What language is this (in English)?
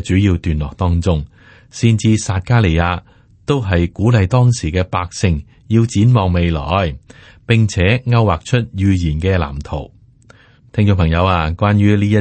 Cantonese